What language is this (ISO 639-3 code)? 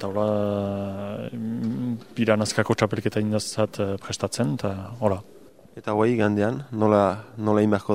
eus